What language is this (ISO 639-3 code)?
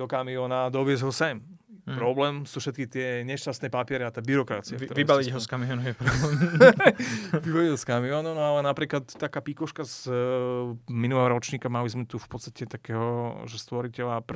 slk